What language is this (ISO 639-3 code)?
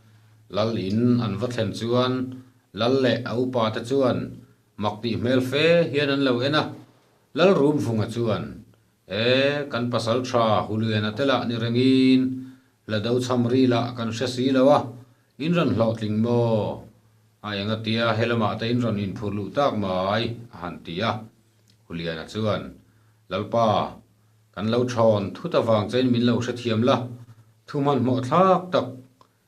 lus